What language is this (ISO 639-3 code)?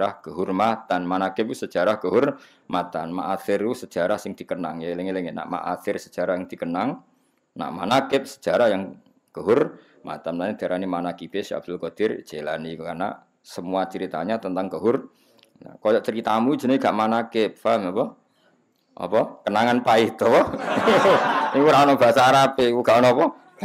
jav